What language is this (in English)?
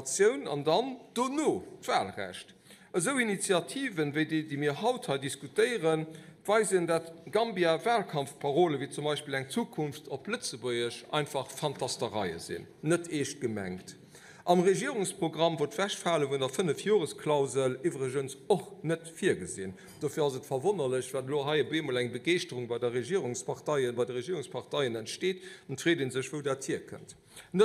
Luxembourgish